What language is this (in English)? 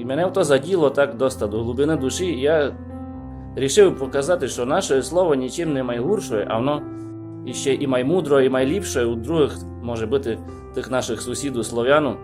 Rusyn